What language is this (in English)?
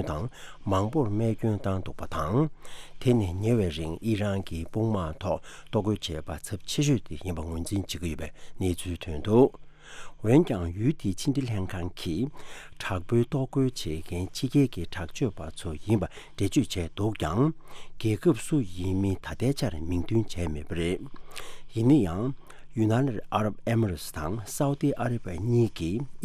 Tibetan